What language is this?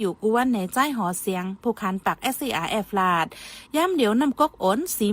Shan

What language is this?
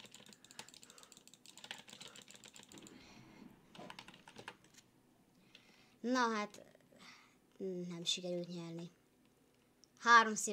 Hungarian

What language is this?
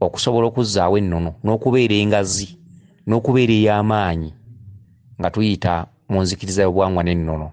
Ganda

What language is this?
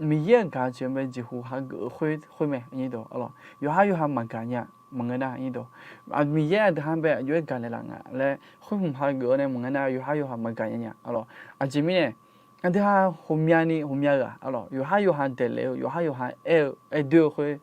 Akha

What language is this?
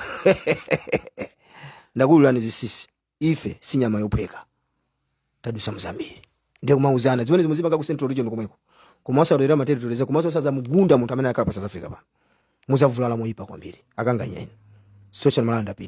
Nyanja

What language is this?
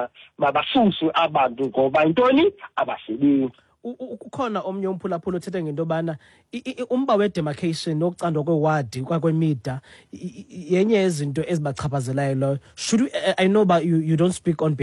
Xhosa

